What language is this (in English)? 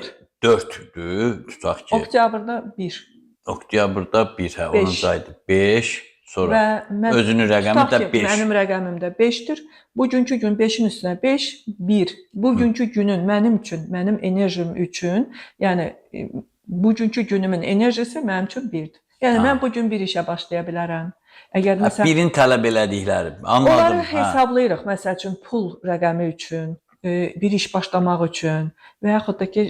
Azerbaijani